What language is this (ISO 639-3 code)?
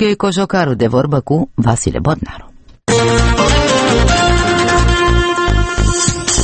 ron